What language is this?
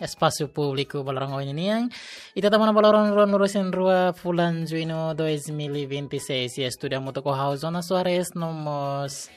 Tetum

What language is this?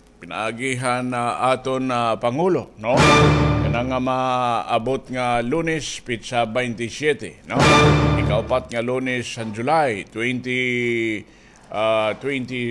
Waray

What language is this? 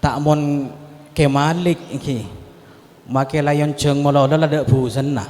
Madurese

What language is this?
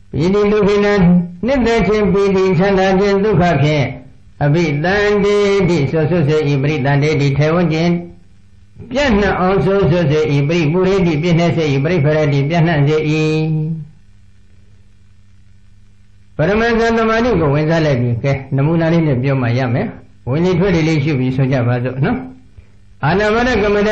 Burmese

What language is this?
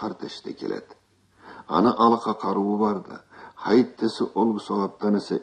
Karachay-Balkar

